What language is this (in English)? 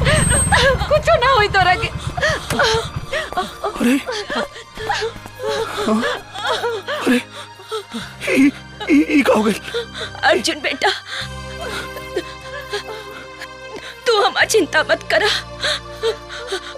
Bhojpuri